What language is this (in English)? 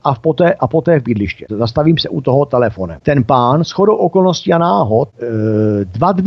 Czech